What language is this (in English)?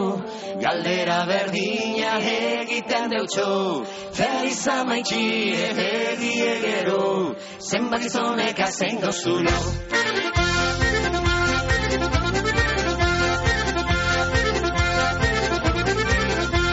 Basque